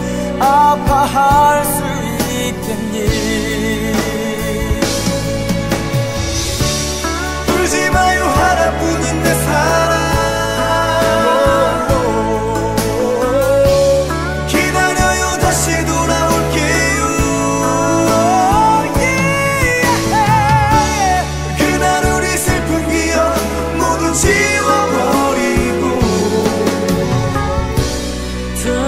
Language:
Korean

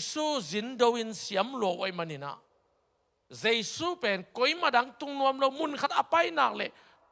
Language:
Tedim Chin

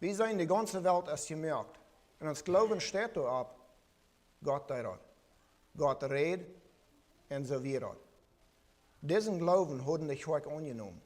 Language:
Plautdietsch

